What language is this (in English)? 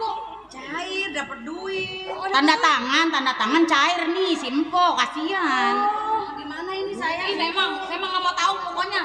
Betawi